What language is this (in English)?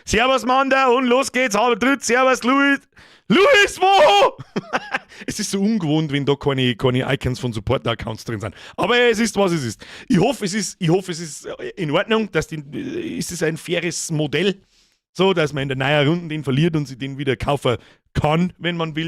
Bavarian